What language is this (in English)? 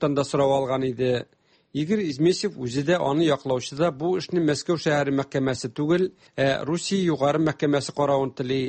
Tatar